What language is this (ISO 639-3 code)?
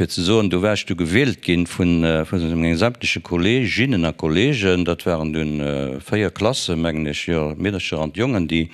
ltz